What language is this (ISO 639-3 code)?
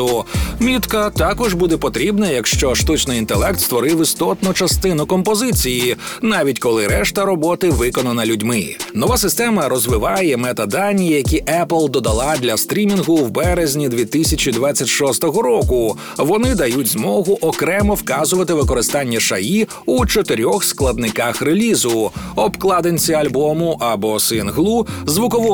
ukr